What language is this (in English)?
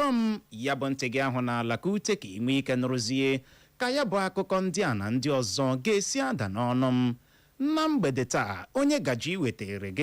Igbo